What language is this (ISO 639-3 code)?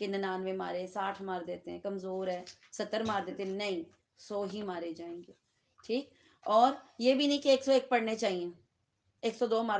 urd